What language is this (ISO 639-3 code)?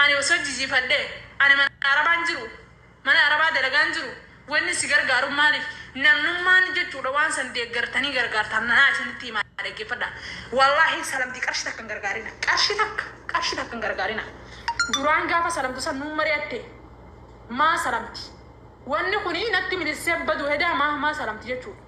orm